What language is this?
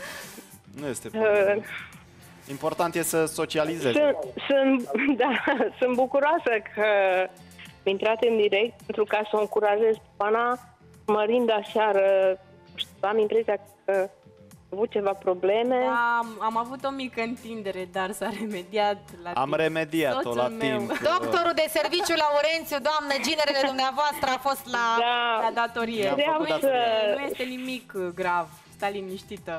Romanian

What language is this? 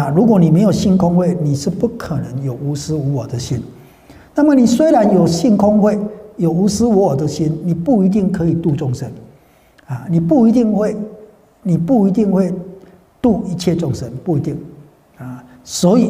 Chinese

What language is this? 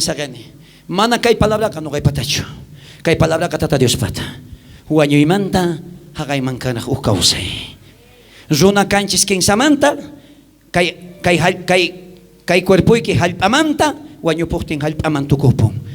South Bolivian Quechua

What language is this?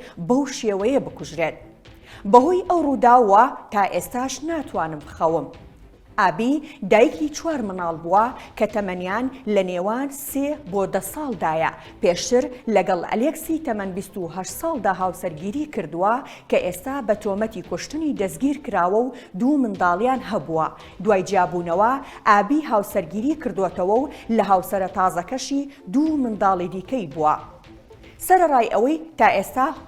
Central Kurdish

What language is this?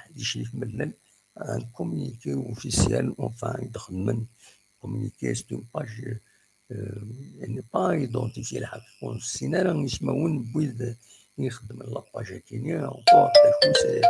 Kabyle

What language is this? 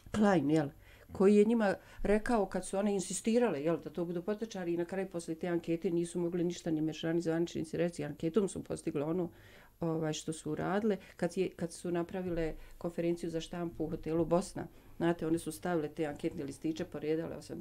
Bosnian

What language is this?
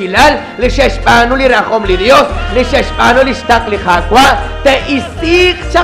Kekchí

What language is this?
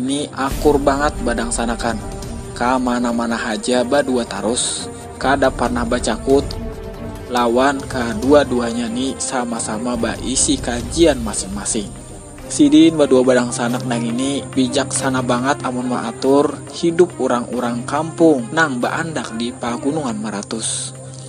Banjar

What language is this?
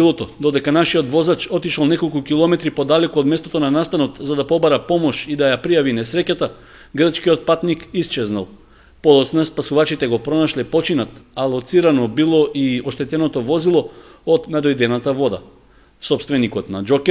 Macedonian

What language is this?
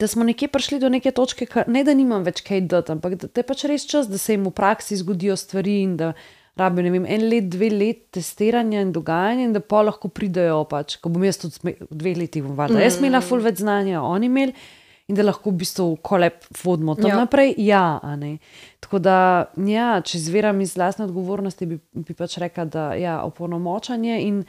Slovenian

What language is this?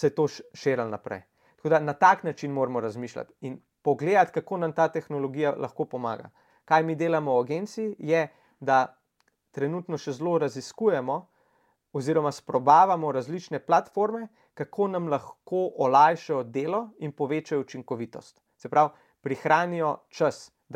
Slovenian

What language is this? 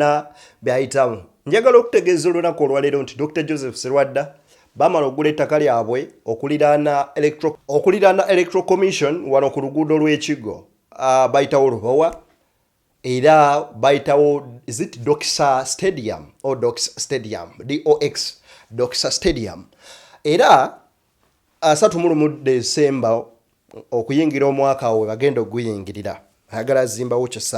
Ganda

